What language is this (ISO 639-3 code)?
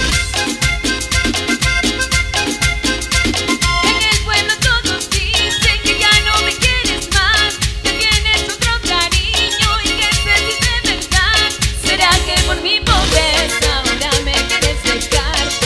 spa